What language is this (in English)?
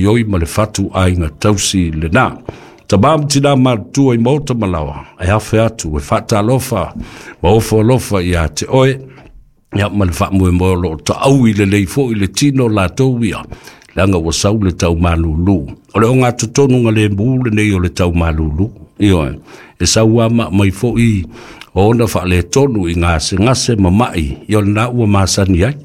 Samoan